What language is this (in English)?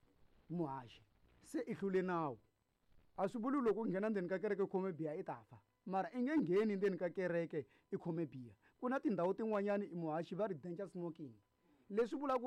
Tsonga